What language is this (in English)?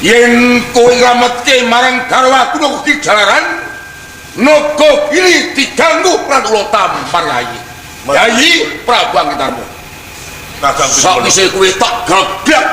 Javanese